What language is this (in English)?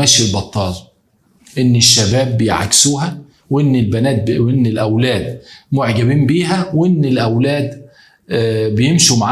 Egyptian Arabic